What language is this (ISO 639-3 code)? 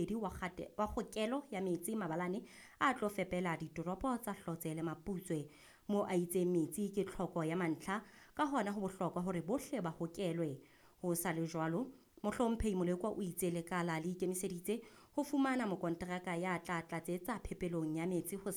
sot